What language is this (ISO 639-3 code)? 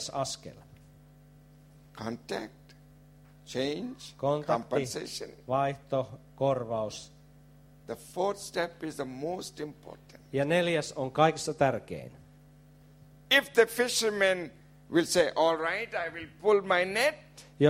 fin